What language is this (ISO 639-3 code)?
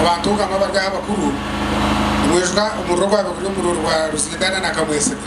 nyn